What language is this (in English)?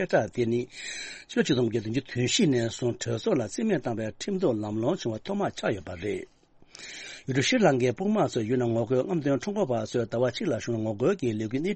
Tibetan